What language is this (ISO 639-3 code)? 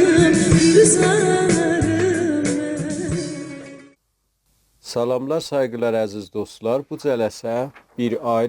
azb